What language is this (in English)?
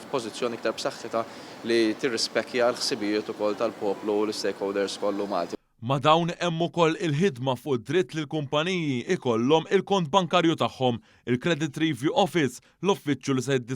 Maltese